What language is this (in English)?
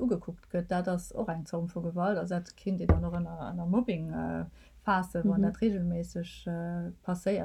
Luxembourgish